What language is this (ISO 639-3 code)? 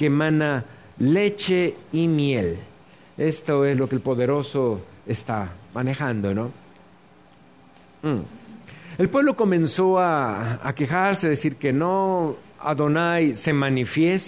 spa